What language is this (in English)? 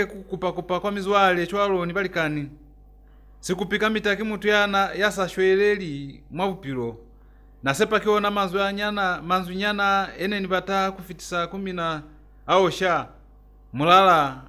Lozi